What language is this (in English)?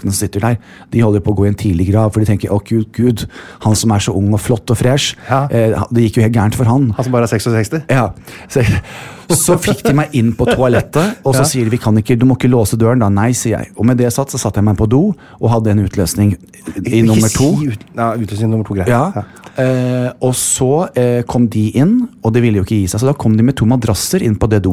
Norwegian